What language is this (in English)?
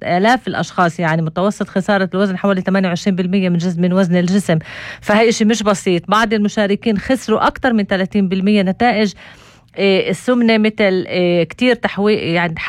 North Levantine Arabic